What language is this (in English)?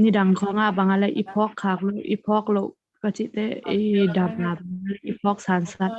Tedim Chin